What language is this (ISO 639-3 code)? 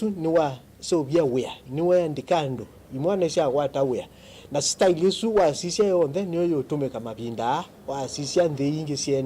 kam